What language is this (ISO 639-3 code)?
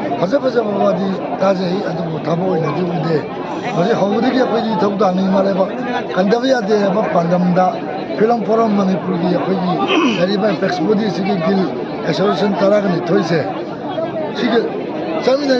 mni